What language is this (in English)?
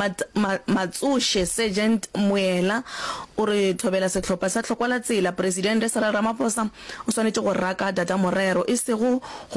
Northern Sotho